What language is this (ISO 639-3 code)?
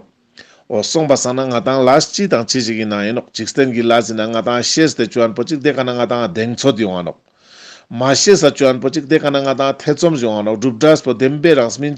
lbj